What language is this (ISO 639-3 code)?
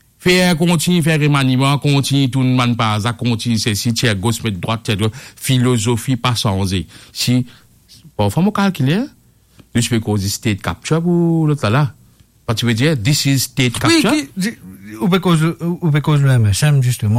mfe